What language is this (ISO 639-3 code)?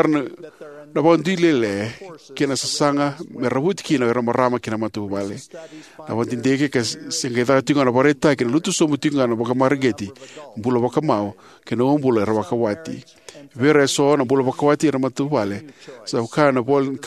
fij